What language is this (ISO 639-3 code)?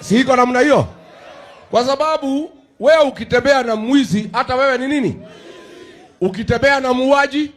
swa